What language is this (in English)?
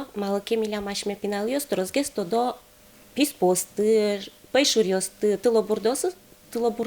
Udmurt